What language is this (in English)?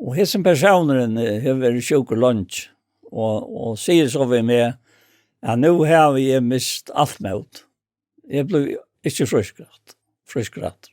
Faroese